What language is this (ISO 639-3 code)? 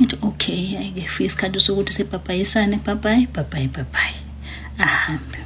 zul